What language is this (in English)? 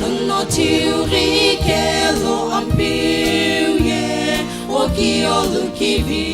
Sumi Naga